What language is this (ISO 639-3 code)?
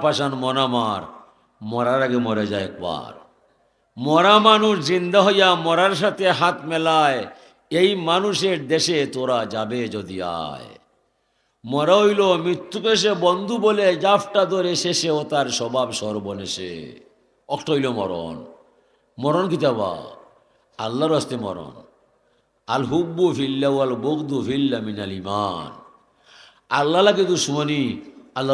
syl